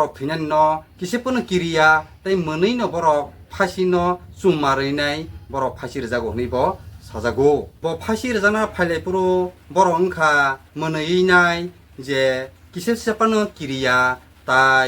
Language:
Kok Borok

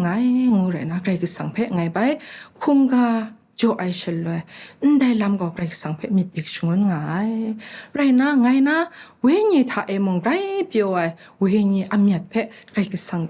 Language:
Kachin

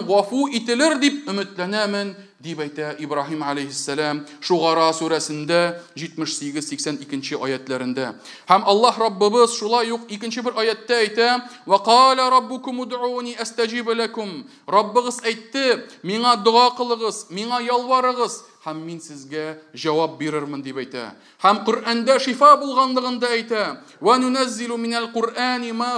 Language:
Tatar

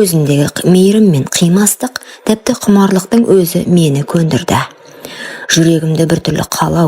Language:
Kazakh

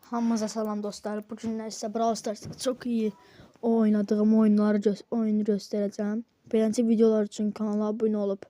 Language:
Azerbaijani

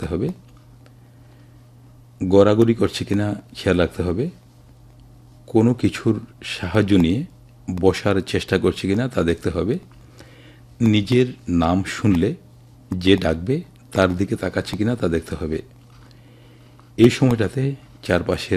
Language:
Bangla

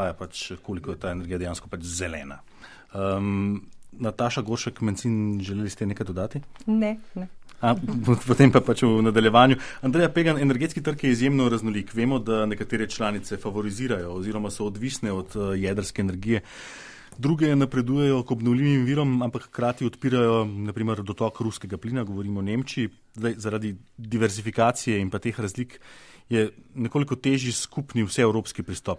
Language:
Slovenian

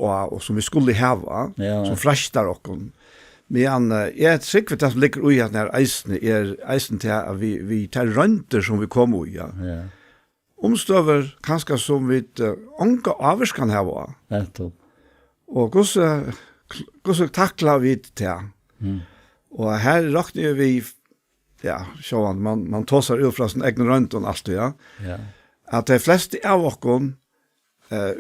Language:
Faroese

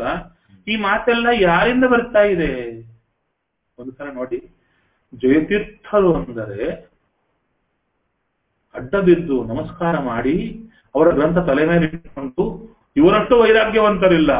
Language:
Kannada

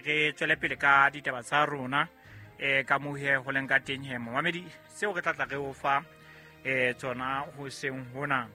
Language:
Southern Sotho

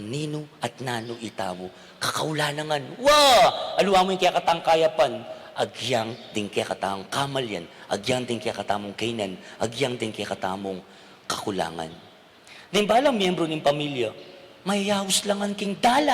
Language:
Pampanga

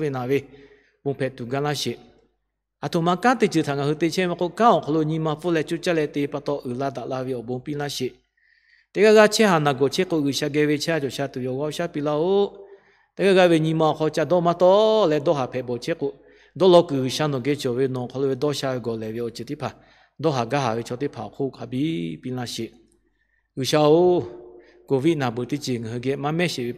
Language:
Lahu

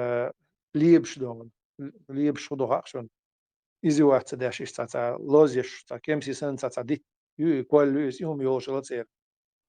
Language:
Chechen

